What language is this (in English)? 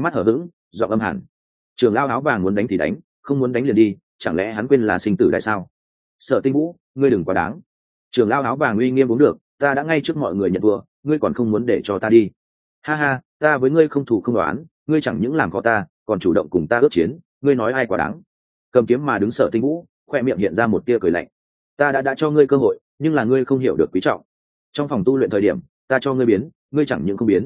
Vietnamese